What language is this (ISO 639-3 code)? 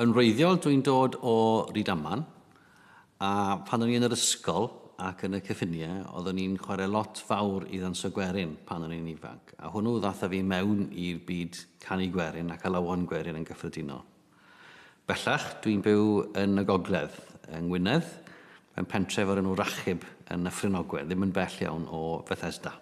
cym